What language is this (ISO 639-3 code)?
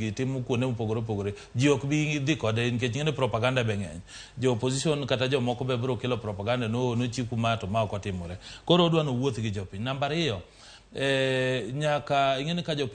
luo